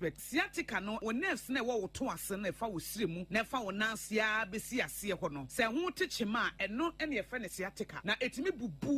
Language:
Akan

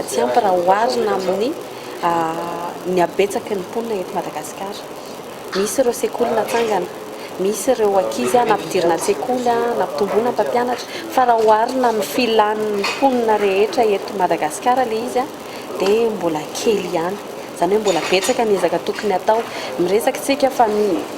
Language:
Malagasy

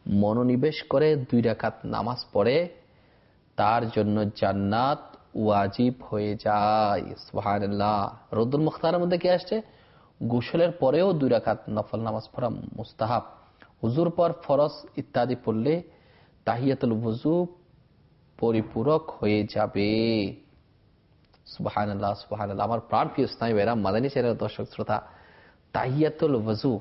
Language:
Bangla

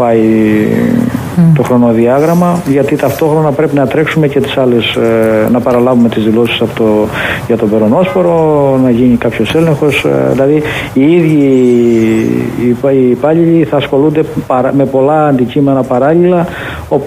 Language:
Greek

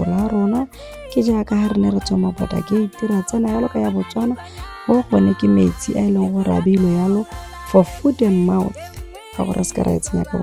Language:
Tswana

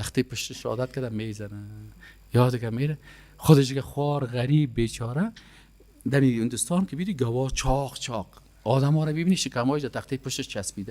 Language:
Persian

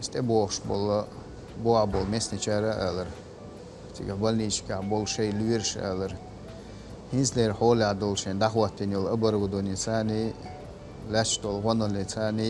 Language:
Chechen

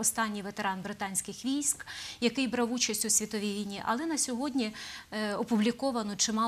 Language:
Ukrainian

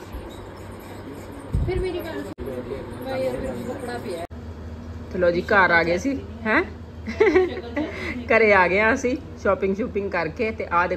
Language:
Punjabi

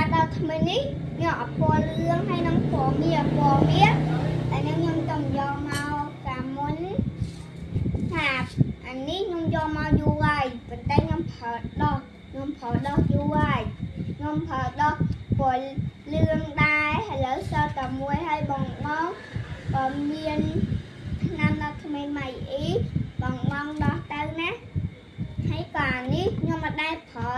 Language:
Khmer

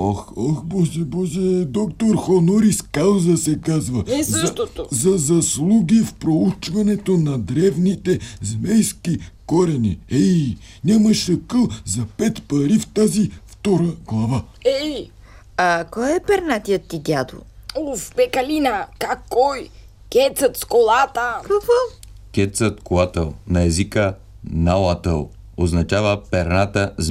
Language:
Bulgarian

